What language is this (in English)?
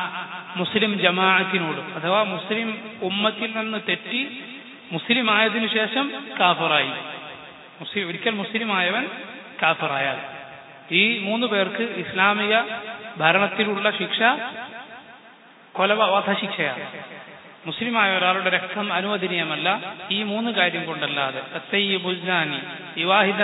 Malayalam